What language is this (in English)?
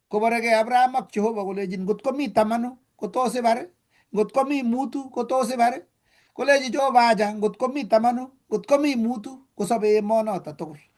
Kalenjin